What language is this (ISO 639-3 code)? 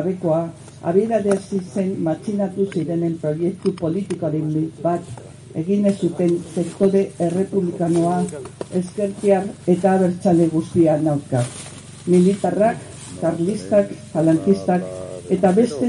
eus